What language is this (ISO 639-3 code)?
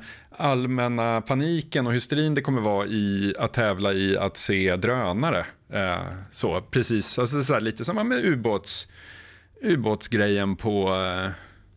swe